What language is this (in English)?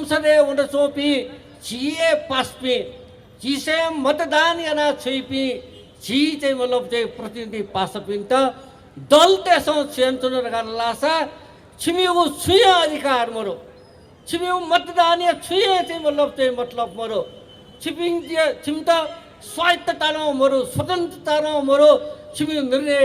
Newari